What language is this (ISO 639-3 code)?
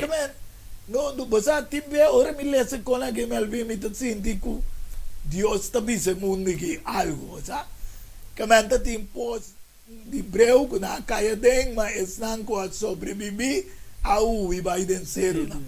pap